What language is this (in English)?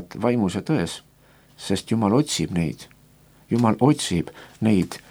Estonian